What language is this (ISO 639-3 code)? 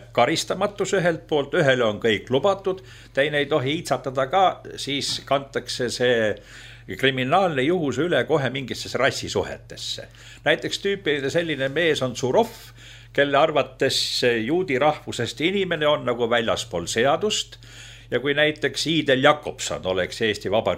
est